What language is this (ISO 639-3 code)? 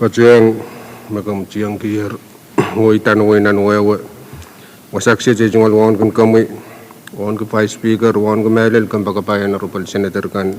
pon